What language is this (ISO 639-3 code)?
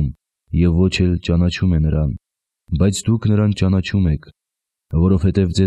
hye